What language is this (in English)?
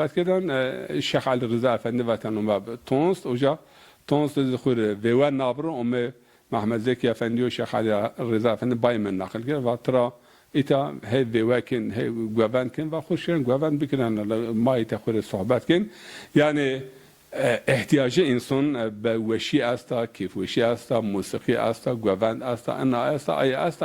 Zaza